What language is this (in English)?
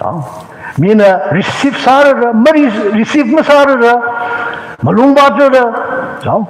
Tangkhul Naga (India)